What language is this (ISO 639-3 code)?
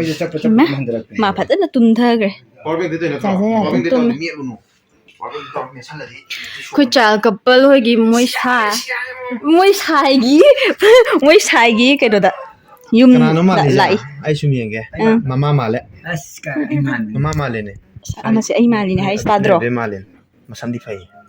mni